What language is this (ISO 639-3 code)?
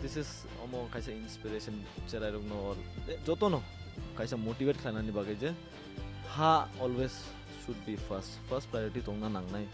trp